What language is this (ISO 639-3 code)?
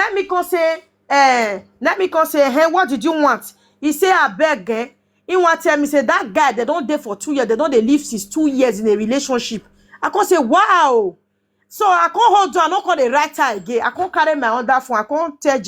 pcm